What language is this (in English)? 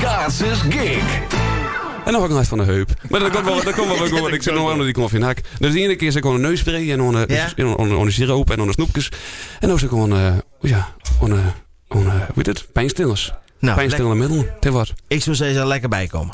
Western Frisian